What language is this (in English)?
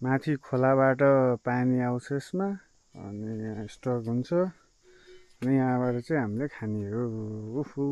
Nepali